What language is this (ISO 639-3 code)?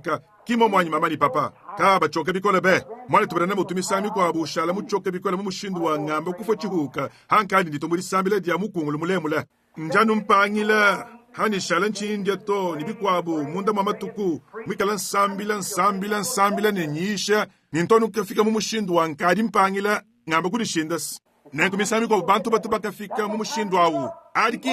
lua